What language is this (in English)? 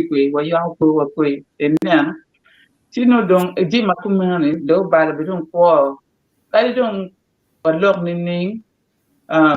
Acoli